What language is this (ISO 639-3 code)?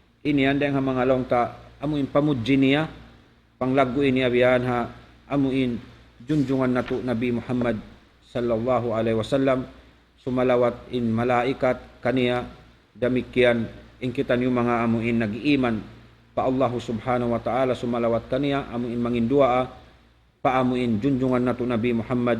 tsg